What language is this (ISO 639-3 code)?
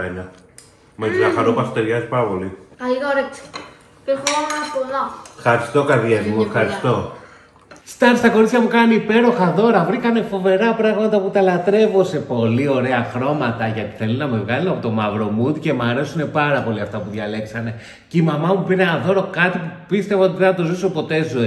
ell